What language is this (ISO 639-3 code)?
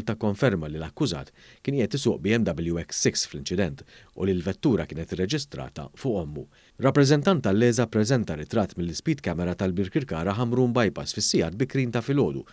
mlt